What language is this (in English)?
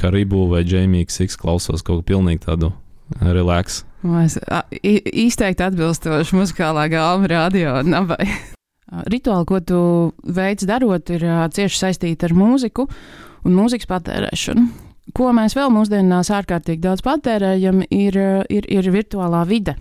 Latvian